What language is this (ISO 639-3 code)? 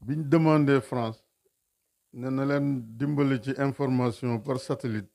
wol